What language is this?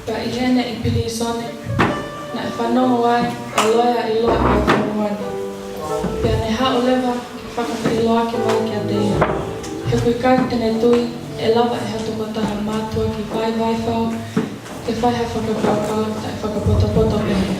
Tongan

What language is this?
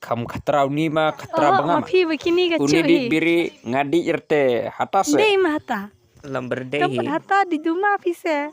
Khasi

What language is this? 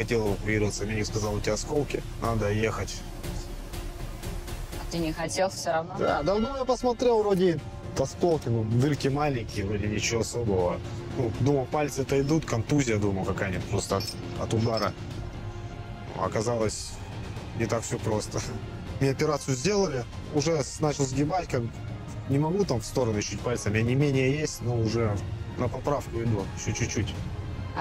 Russian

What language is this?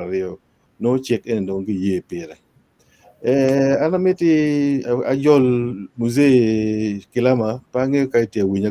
Acoli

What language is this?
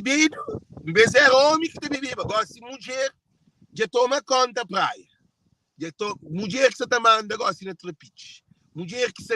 Kabuverdianu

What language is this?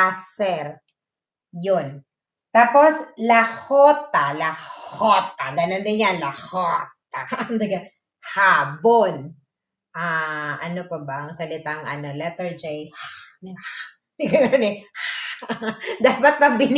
Filipino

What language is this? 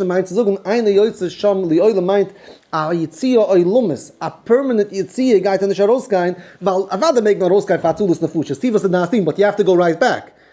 Yiddish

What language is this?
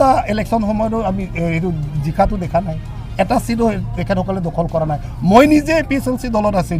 Karbi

